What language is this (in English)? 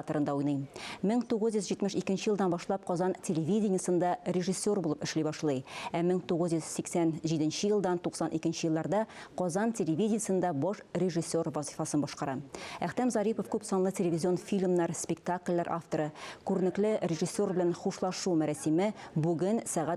Tatar